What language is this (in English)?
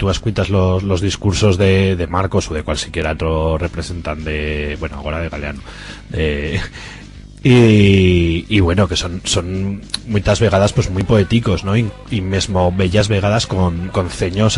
Aragonese